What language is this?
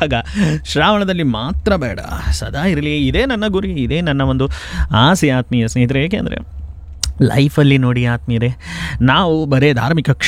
Kannada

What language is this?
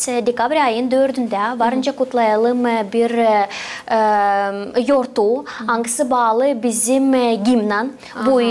Gagauz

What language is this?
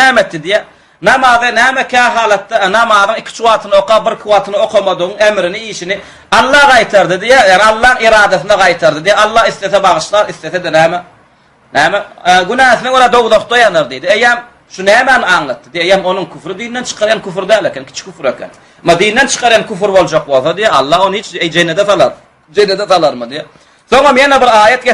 Turkmen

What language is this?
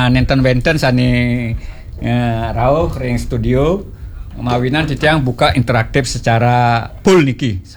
Balinese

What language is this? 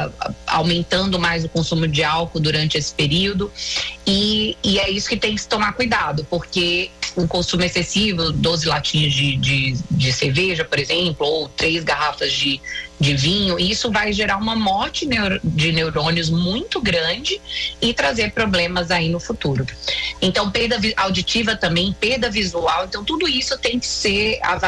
Portuguese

